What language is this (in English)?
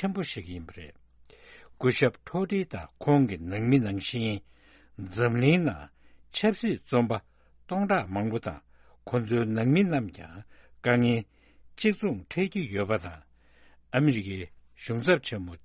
Tibetan